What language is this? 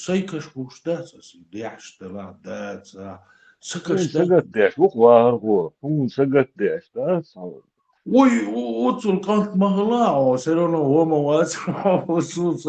Chechen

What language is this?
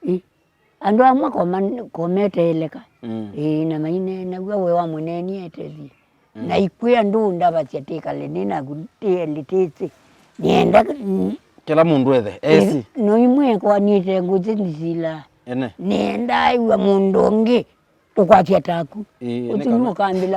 Kamba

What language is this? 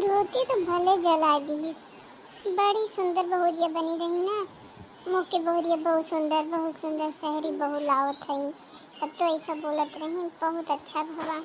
Awadhi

